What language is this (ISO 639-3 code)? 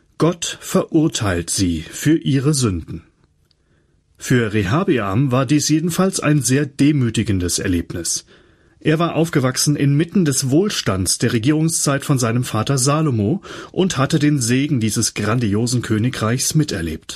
deu